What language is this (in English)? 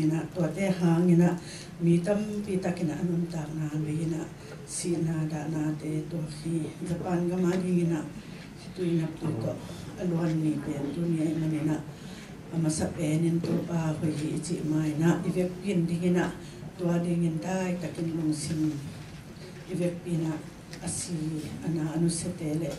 Tedim Chin